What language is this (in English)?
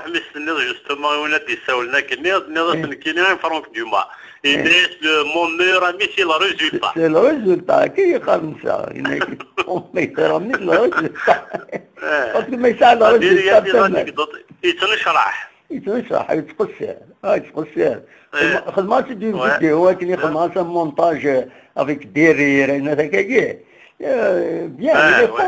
Kabyle